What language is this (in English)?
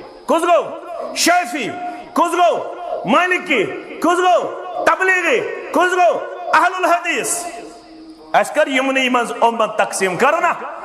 Kashmiri